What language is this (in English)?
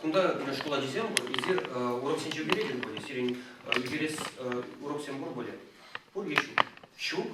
Chuvash